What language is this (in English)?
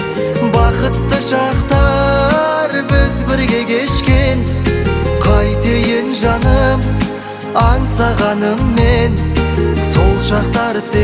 Kazakh